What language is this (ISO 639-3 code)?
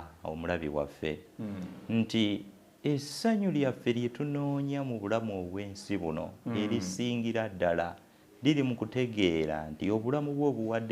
lug